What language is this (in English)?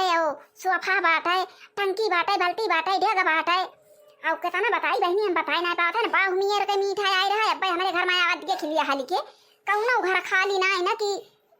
Awadhi